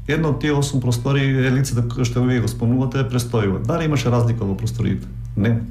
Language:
Macedonian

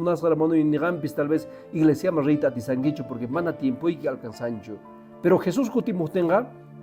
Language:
Quechua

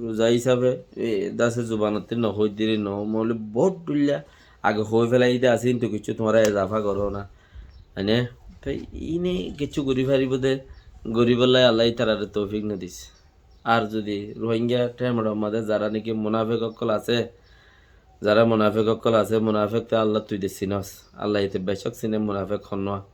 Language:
Rohingya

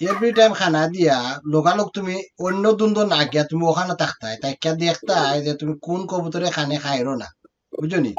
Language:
Sylheti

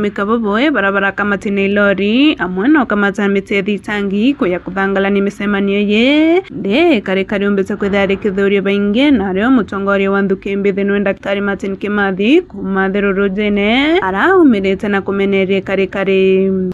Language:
Meru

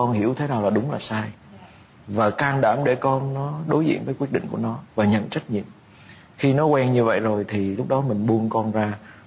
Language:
Vietnamese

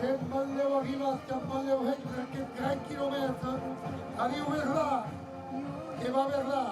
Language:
Occitan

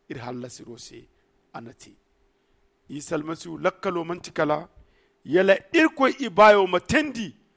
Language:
Zarma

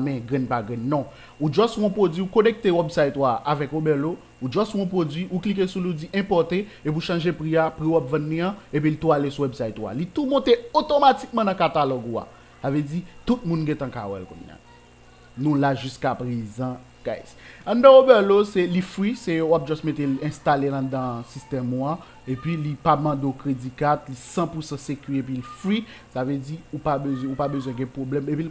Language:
Haitian Creole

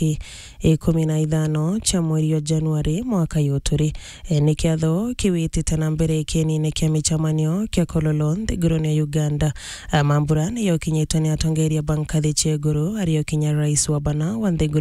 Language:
Meru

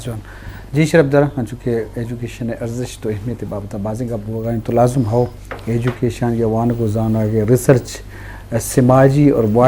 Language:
Eastern Balochi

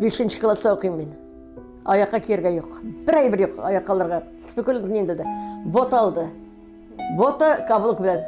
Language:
Tatar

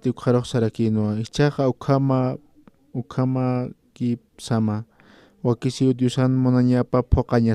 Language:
Aymara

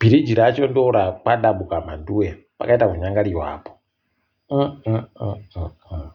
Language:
Ndau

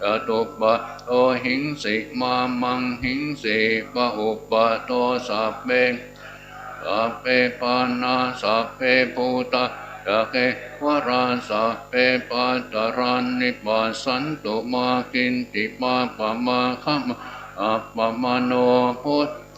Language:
Pali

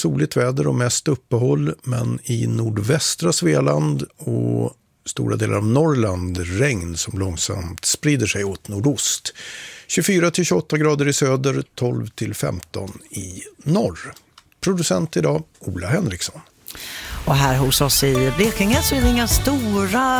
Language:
Swedish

